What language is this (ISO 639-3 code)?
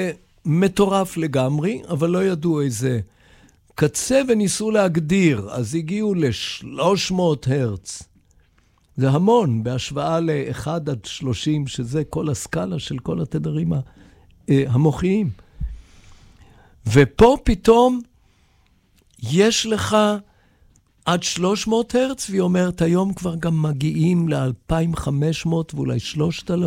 heb